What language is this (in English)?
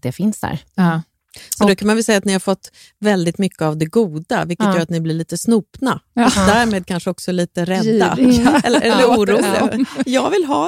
Swedish